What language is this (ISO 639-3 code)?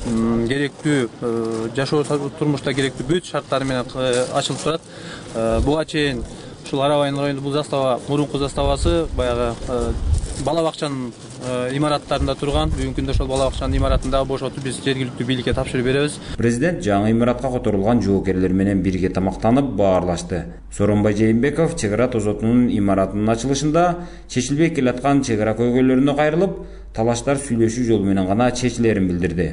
kir